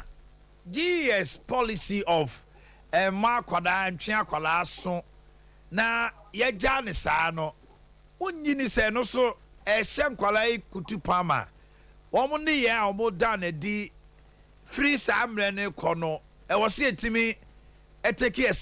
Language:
Akan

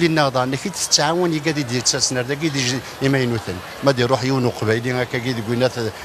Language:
Kabyle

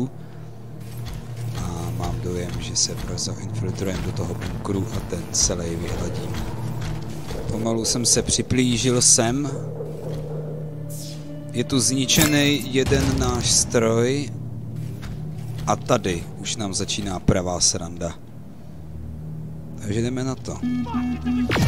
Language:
Czech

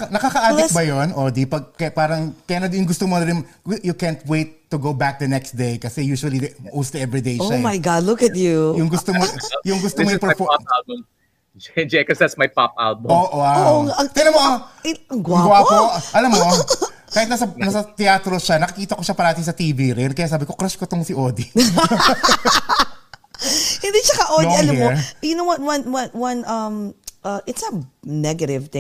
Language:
Filipino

